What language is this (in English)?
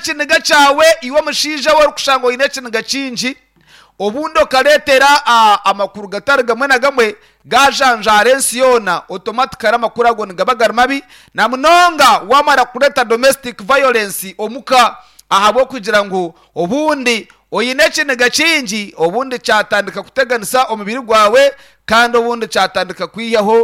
Nyankole